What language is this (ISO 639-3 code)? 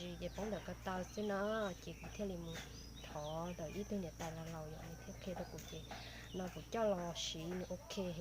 hmn